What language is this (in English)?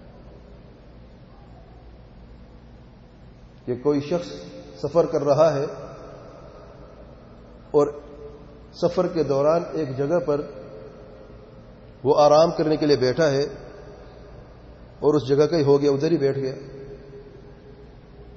Urdu